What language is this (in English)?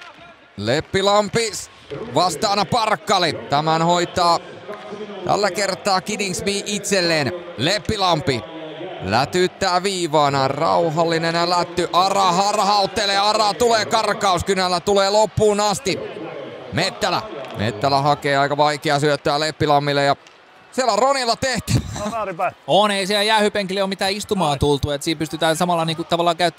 Finnish